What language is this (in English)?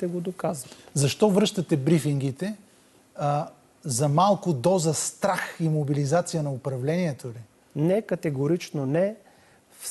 Bulgarian